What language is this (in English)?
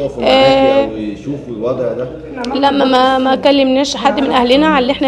Egyptian Arabic